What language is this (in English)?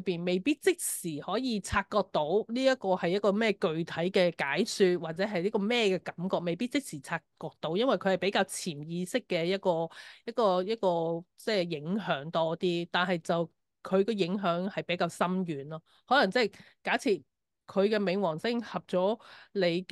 Cantonese